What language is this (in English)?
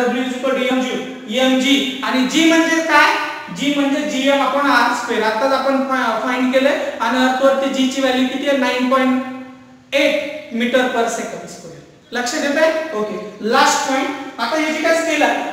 Marathi